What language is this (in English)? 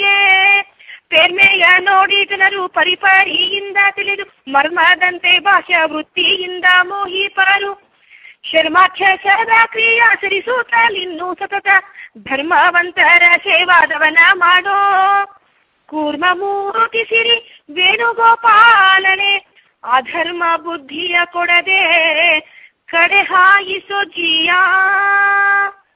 Kannada